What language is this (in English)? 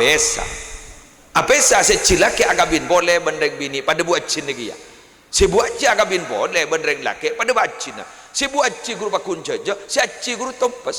Madurese